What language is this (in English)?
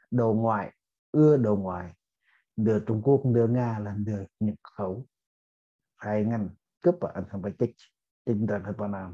Central Mnong